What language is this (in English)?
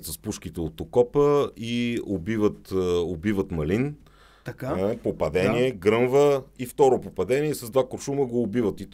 Bulgarian